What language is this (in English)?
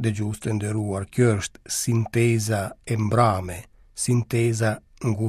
Albanian